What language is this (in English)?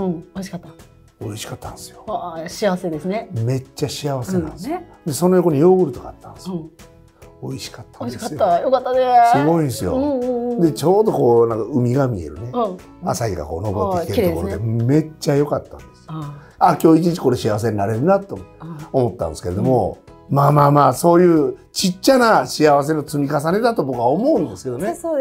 Japanese